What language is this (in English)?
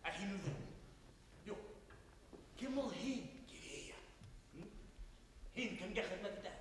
Bashkir